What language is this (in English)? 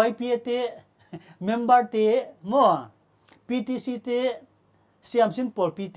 Paite Chin